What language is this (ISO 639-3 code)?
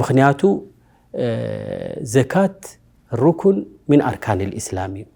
tir